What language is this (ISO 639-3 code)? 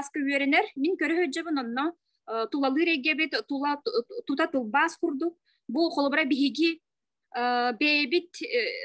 sah